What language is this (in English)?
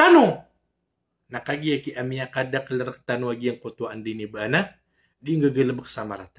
Maranao